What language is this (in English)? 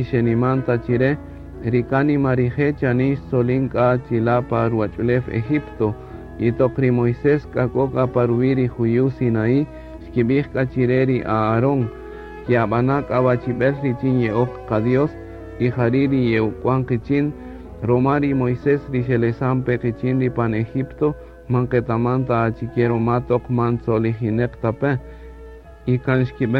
Kaqchikel